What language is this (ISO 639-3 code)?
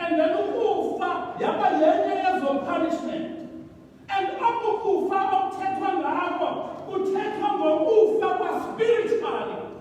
xho